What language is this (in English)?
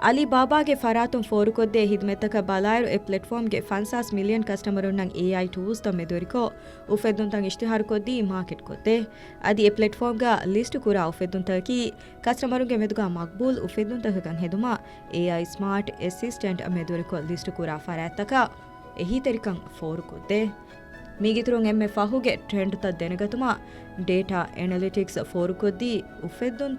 Divehi